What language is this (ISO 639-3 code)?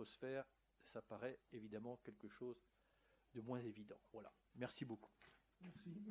fra